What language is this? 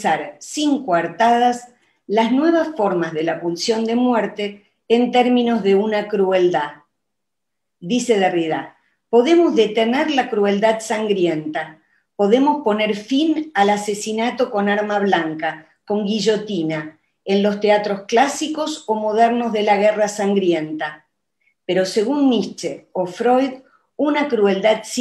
Spanish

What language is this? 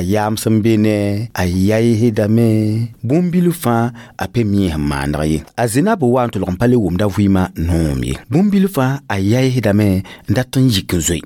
Mossi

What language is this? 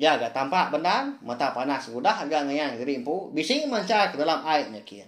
Iban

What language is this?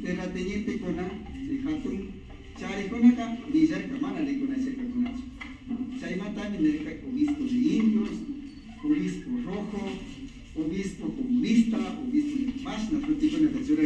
Imbabura Highland Quichua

